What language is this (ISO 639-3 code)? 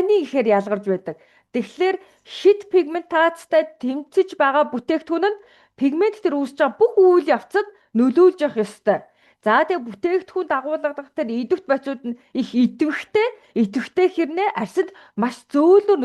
mon